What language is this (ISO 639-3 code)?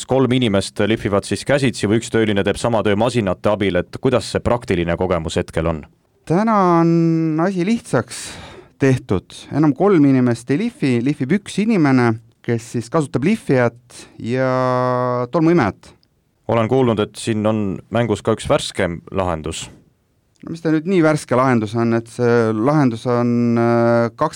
est